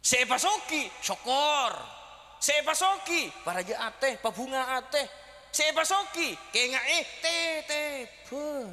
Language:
Madurese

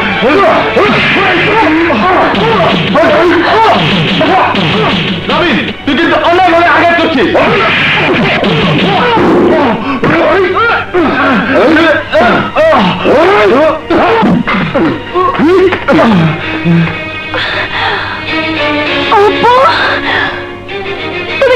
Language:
Bangla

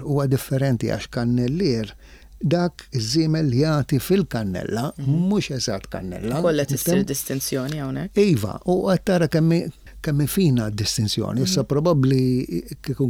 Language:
Maltese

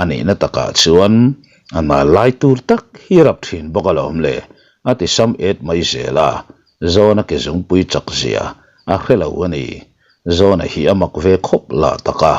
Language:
Mizo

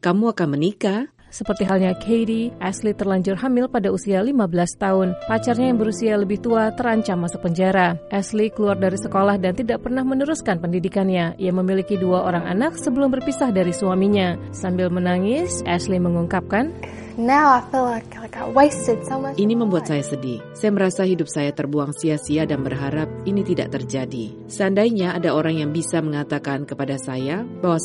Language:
Indonesian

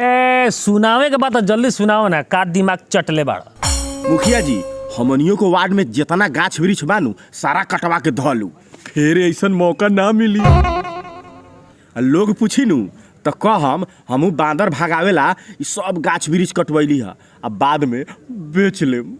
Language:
Bhojpuri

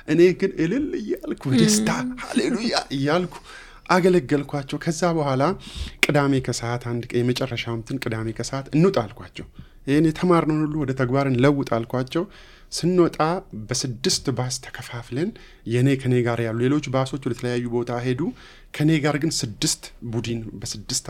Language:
Amharic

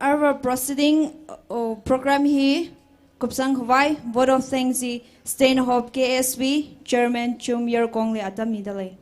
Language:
Tangkhul Naga (India)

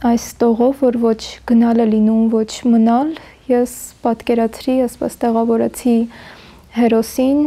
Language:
Armenian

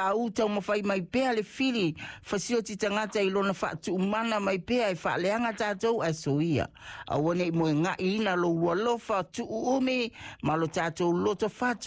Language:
Samoan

